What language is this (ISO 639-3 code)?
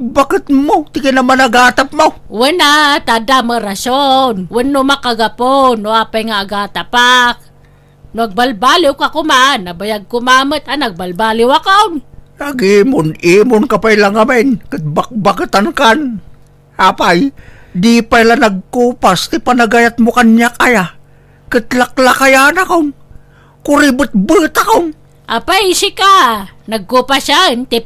ilo